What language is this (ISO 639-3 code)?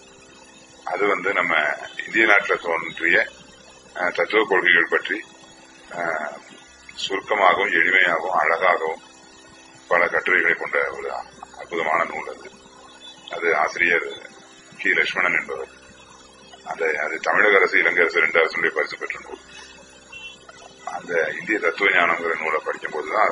tam